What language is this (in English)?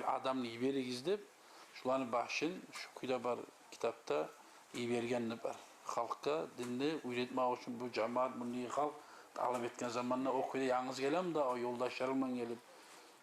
Kumyk